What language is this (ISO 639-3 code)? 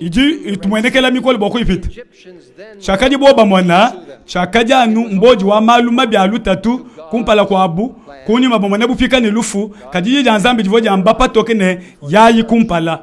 lua